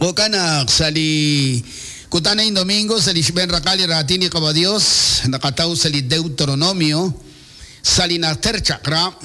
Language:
Kekchí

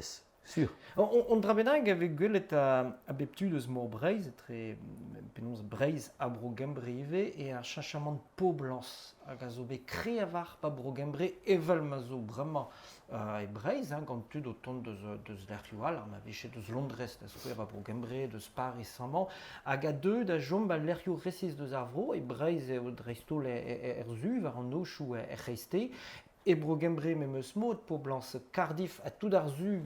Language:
Breton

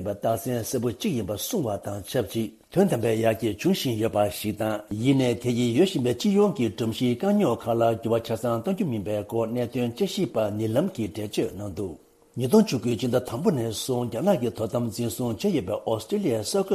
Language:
Tibetan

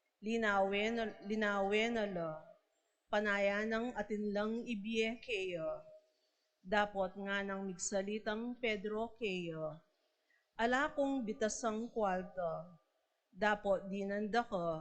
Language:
Pampanga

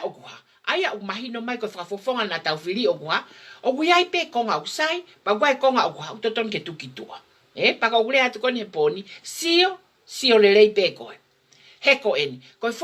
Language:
Tongan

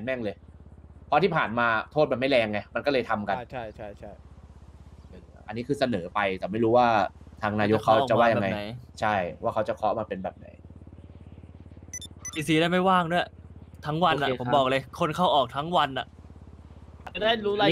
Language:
Thai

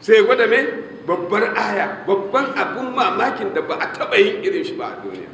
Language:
Hausa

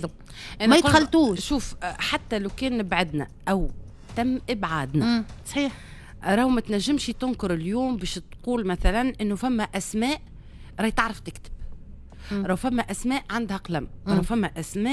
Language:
Tunisian Arabic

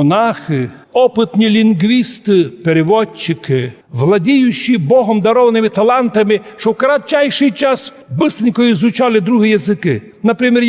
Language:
Rusyn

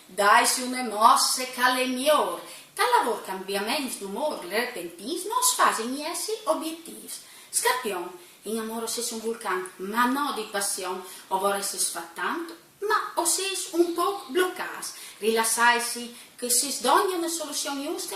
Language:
Friulian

